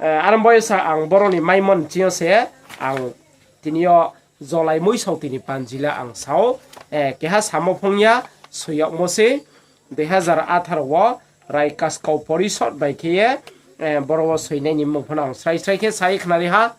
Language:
Riang (India)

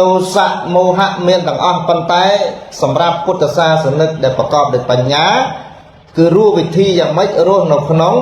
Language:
Khmer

